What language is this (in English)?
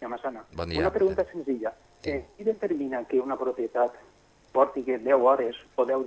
Catalan